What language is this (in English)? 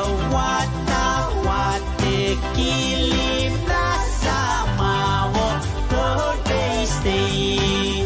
Pohnpeian